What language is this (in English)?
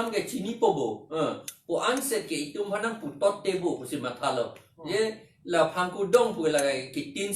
Karbi